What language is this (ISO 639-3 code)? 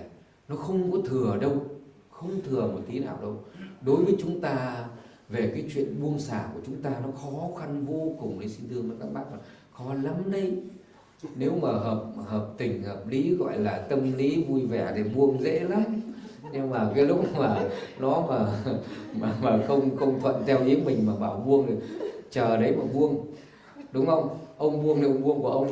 vie